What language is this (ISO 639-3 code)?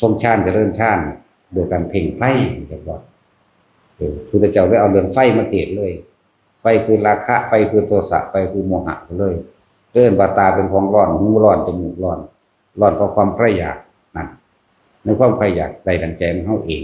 tts